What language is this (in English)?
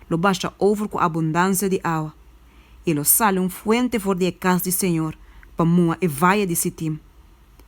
Papiamento